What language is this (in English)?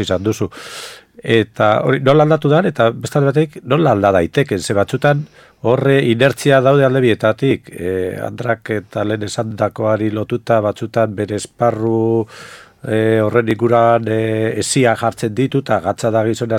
Basque